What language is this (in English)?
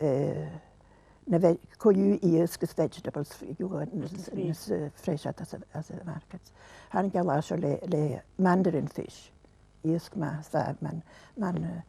Scottish Gaelic